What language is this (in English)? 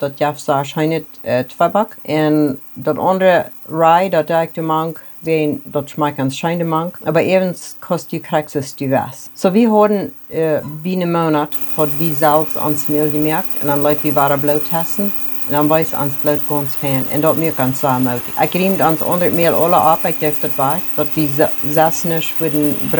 Plautdietsch